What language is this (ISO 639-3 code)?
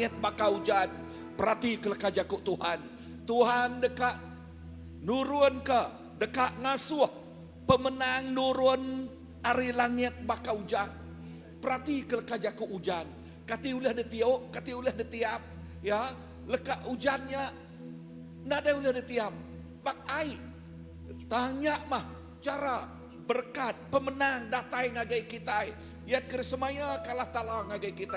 iba